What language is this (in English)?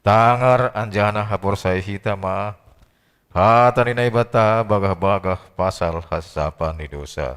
Batak Simalungun